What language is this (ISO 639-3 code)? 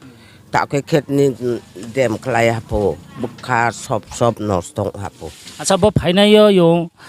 ria